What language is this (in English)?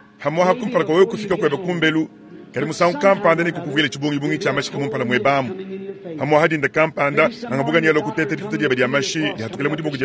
Luba-Lulua